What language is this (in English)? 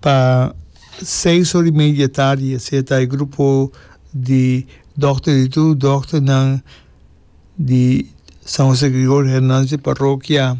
Papiamento